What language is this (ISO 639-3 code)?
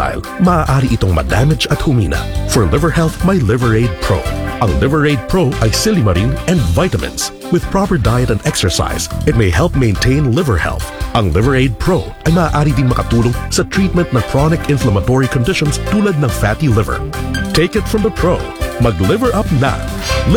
fil